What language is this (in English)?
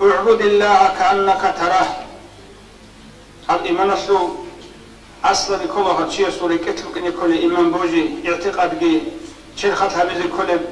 Avaric